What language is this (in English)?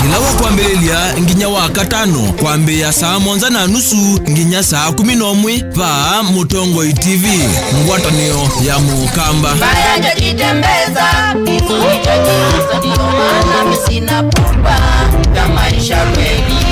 Kamba